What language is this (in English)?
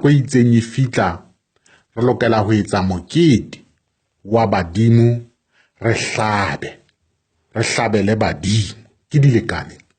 Southern Sotho